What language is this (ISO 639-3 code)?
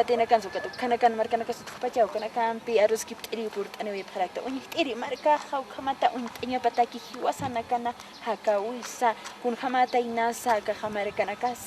aym